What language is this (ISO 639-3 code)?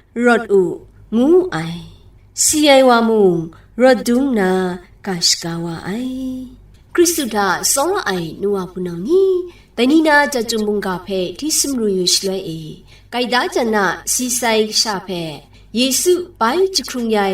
kac